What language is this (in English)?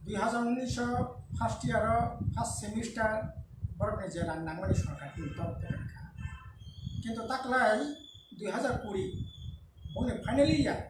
Kok Borok